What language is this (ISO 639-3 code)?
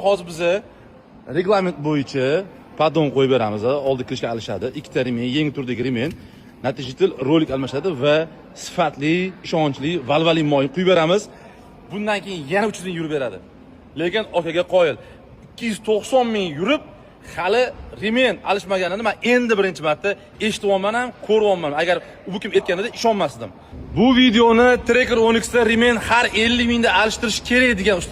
uzb